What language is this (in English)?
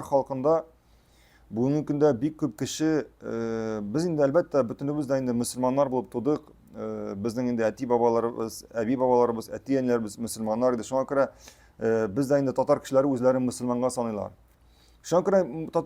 Tatar